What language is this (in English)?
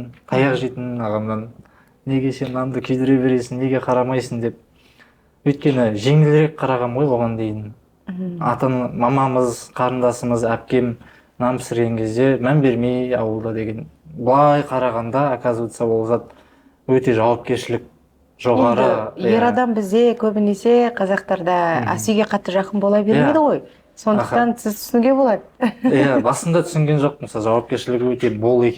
Kazakh